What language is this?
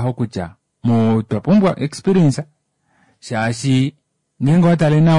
Kuanyama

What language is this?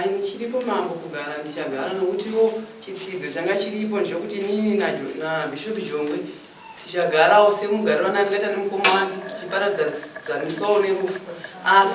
Shona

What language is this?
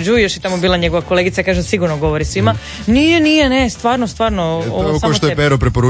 Croatian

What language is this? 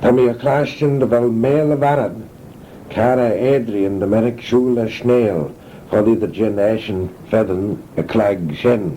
Manx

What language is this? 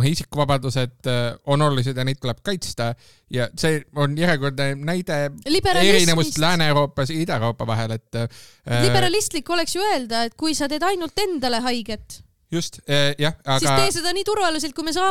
Estonian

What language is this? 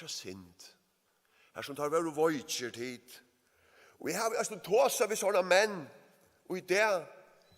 Faroese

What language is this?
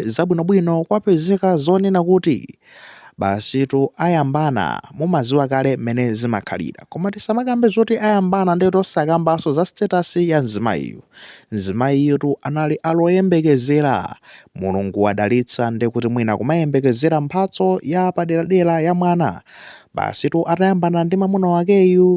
Nyanja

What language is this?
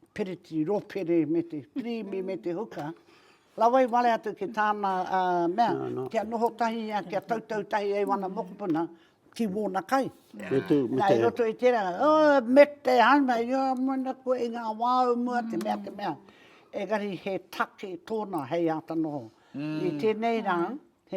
Māori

